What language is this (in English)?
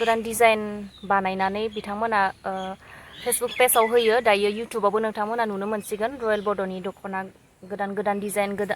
Bodo